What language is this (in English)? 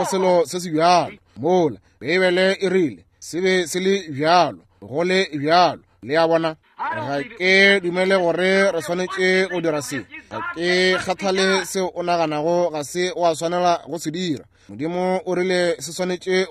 Northern Sotho